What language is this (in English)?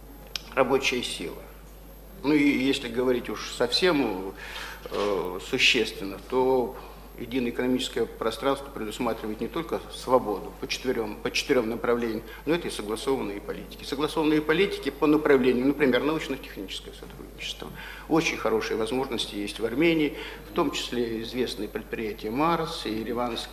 Russian